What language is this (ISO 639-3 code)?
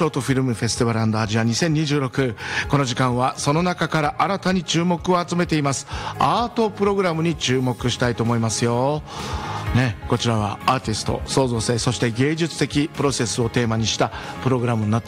jpn